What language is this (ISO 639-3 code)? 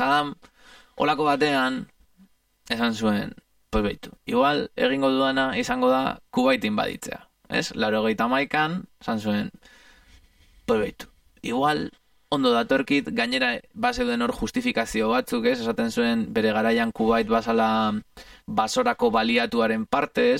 eus